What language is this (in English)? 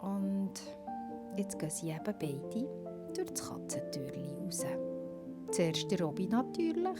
Swiss German